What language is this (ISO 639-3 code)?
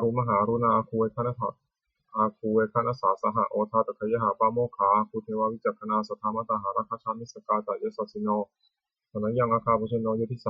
pli